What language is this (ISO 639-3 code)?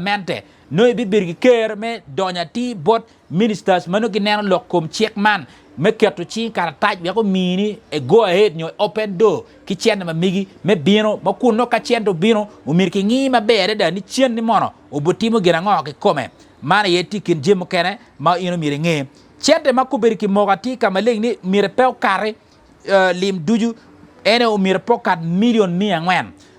ach